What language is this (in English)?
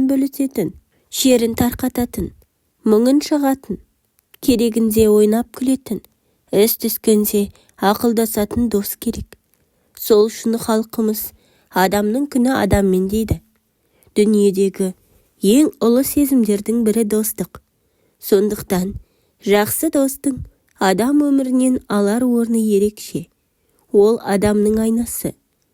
Kazakh